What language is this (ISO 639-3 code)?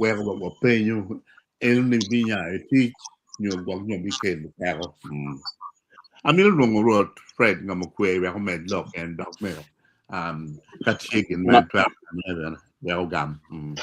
ach